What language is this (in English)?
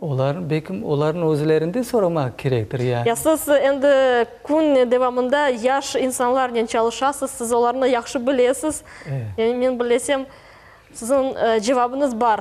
Crimean Tatar